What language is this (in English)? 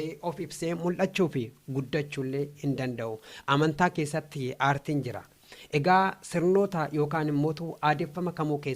Oromo